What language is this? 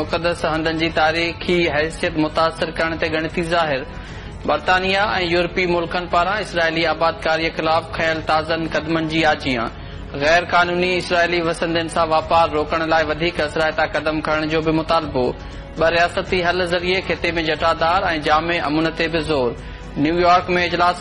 Sindhi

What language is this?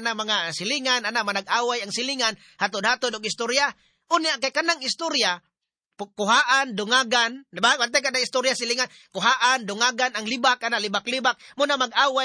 Cebuano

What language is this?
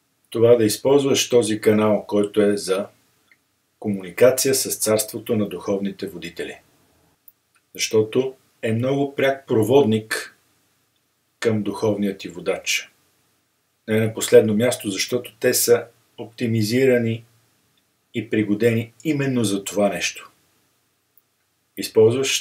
Bulgarian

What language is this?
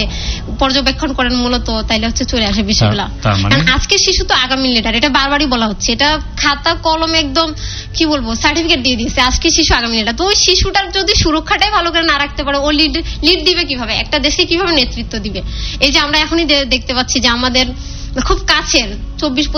Bangla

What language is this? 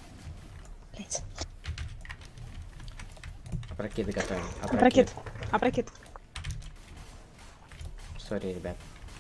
Russian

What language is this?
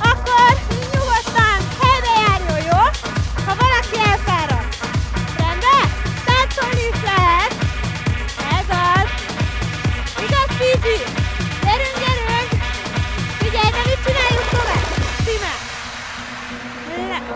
Hungarian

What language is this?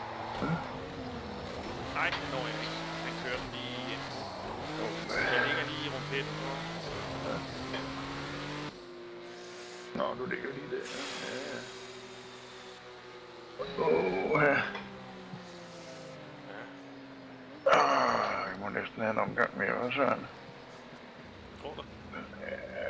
Danish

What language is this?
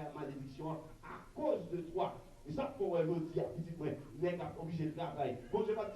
Haitian Creole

